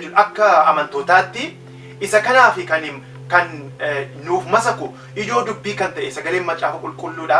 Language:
Oromo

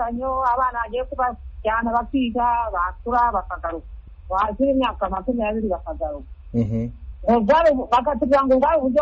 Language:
Kinyarwanda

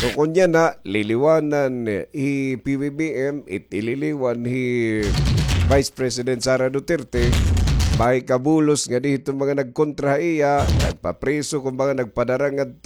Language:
Waray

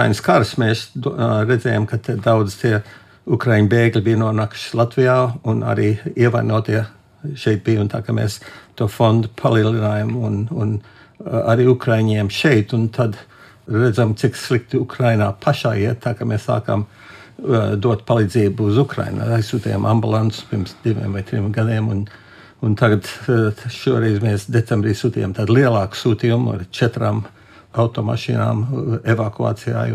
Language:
Latvian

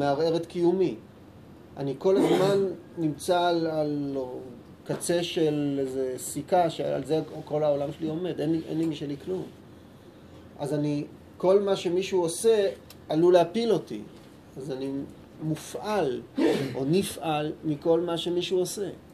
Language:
Hebrew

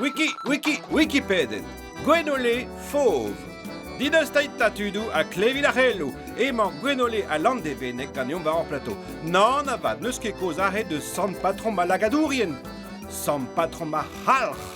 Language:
Breton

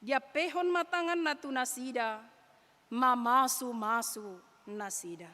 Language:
Batak Toba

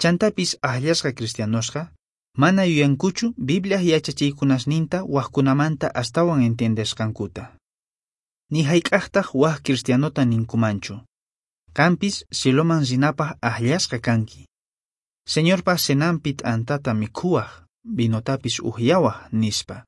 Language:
Quechua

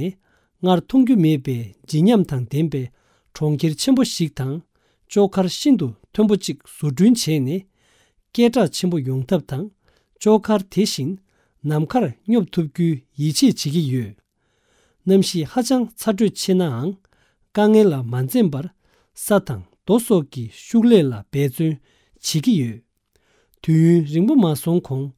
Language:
Tibetan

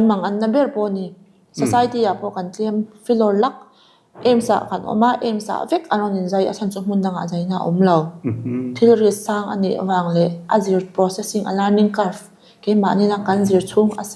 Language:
Mizo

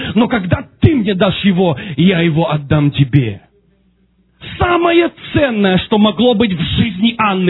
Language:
Russian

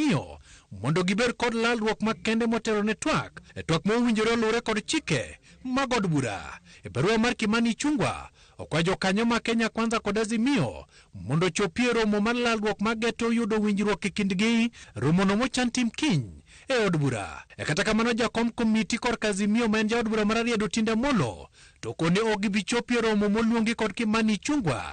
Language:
Luo (Kenya and Tanzania)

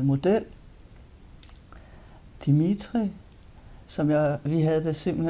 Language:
Danish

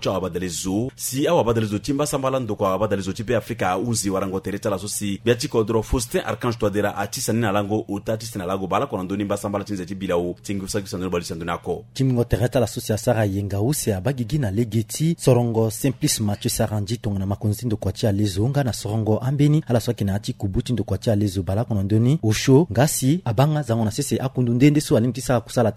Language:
Sango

